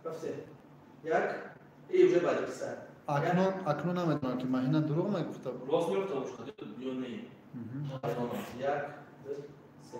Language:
Tajik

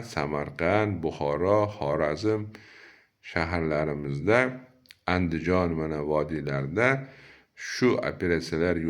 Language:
Uzbek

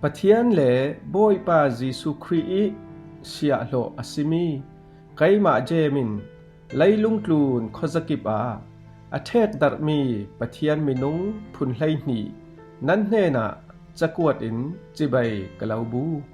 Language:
Falam Chin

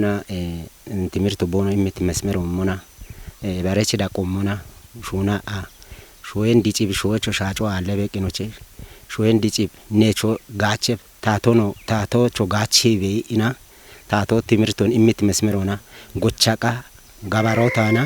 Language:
Kafa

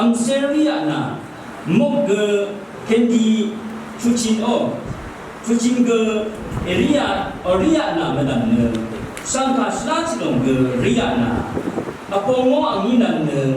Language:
Rawang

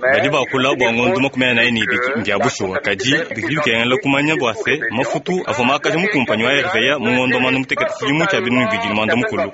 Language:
Luba-Lulua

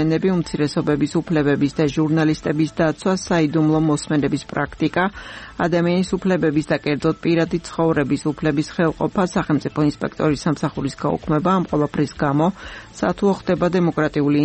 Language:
Georgian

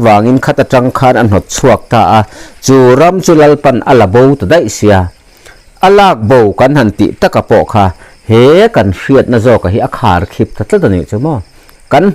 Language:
Mizo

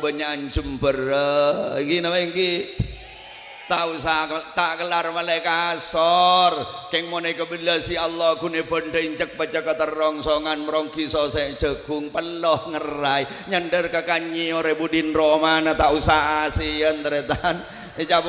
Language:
Madurese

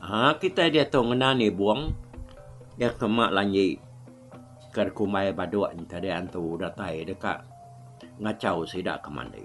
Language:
Iban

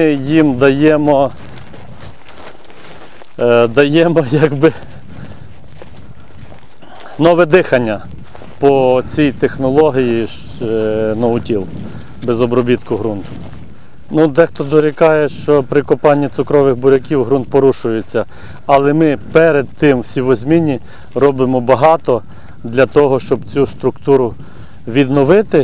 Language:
Ukrainian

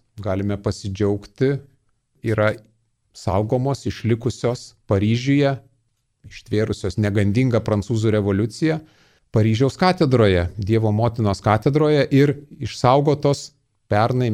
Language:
Lithuanian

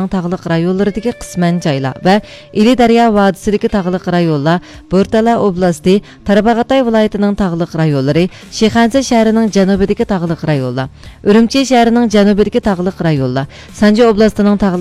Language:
Uyghur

